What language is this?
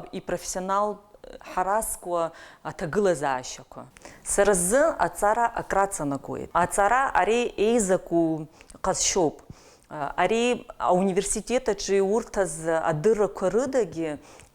Abkhazian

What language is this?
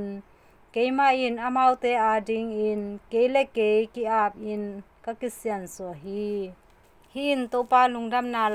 Tedim Chin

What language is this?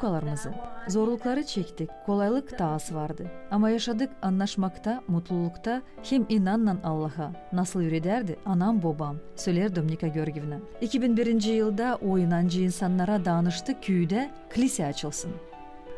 Gagauz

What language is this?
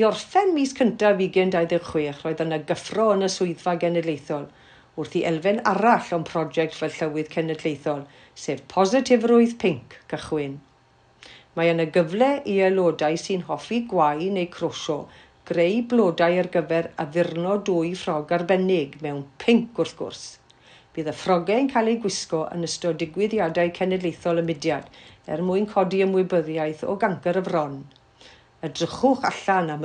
Welsh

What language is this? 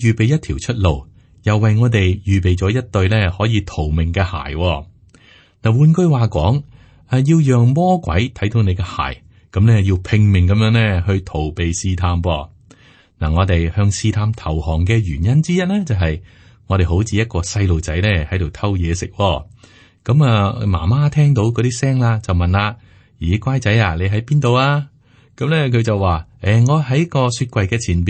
Cantonese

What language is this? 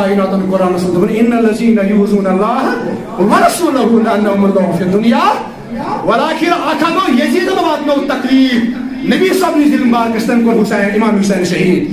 Kashmiri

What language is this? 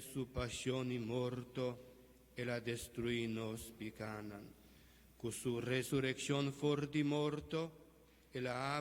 Papiamento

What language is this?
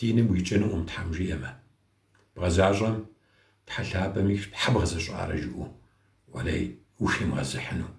Kabardian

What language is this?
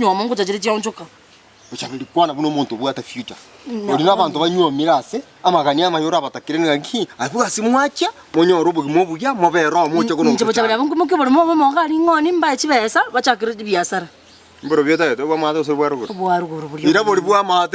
Gusii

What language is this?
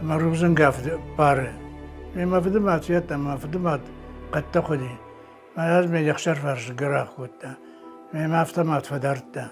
Ossetic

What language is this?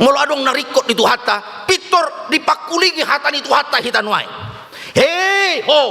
Batak Toba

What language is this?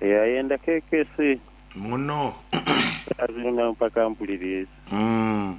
Nyoro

